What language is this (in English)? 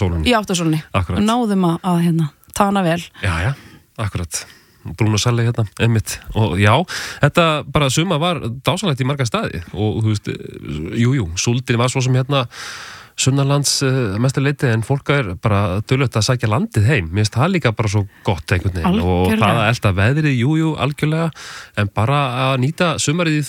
Icelandic